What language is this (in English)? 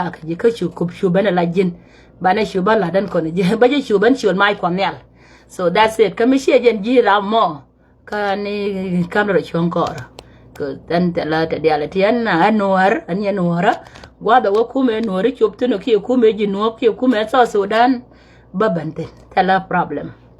Nuer